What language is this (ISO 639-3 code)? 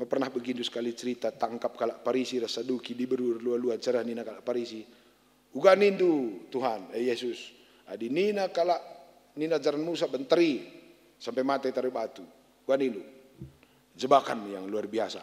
btx